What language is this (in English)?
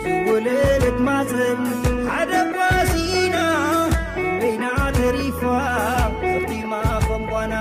Tigrinya